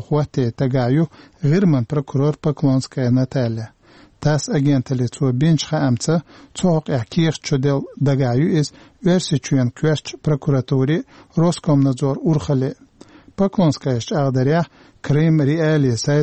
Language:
Chechen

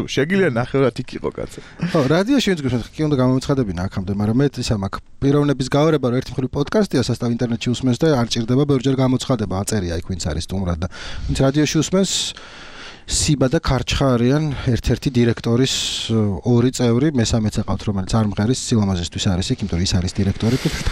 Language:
Georgian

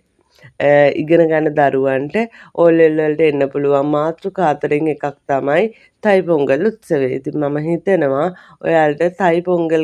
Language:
Sinhala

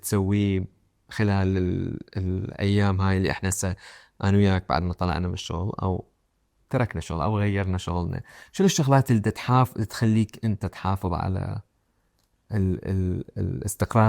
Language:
Mesopotamian Arabic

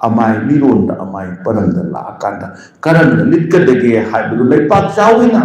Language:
Manipuri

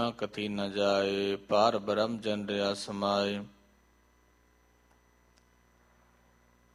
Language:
Punjabi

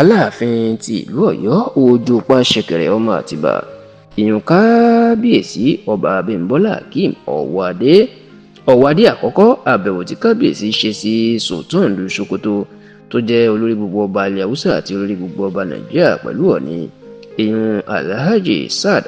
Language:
Yoruba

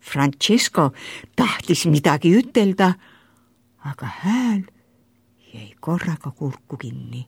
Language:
Estonian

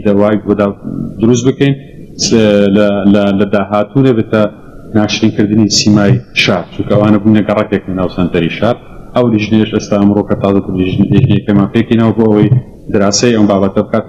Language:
Central Kurdish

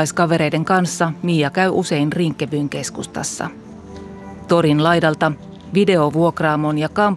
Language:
Finnish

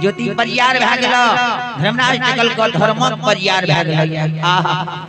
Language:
Maithili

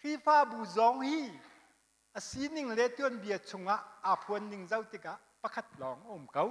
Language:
Hakha Chin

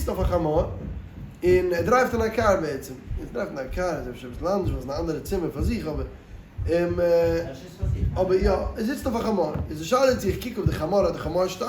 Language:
Yiddish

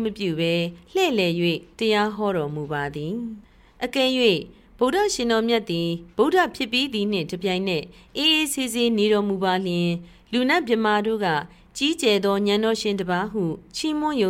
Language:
Burmese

